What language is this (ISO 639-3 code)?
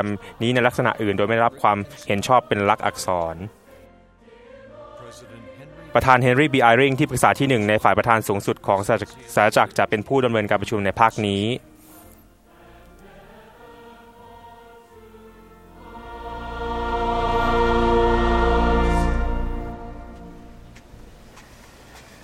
tha